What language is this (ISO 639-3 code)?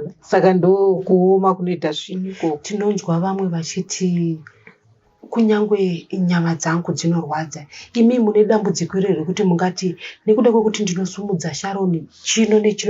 sna